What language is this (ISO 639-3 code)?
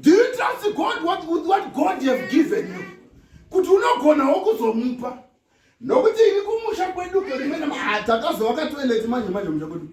sna